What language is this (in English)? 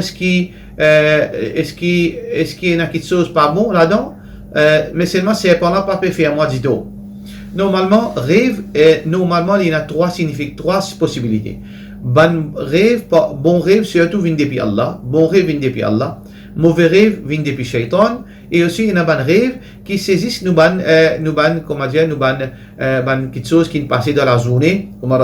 Morisyen